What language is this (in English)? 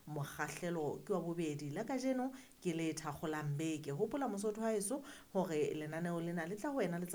Southern Sotho